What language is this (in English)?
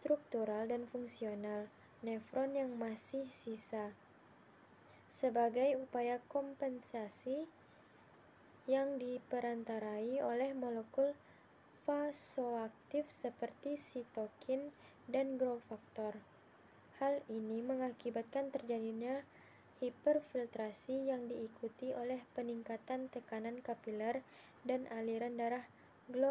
Indonesian